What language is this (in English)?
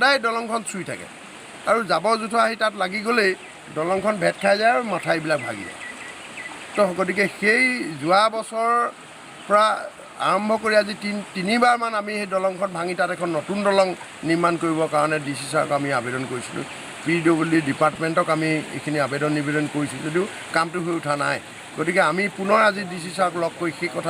Assamese